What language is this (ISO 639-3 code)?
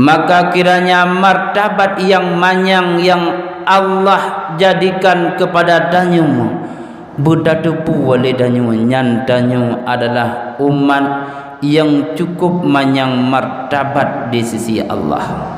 ace